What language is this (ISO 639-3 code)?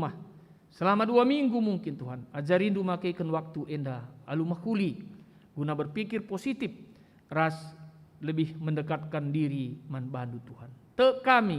btx